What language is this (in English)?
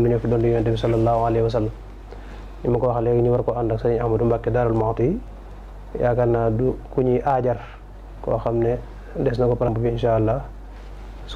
Wolof